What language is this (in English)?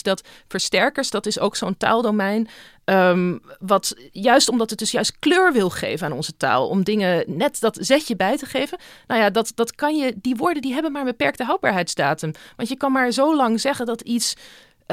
Dutch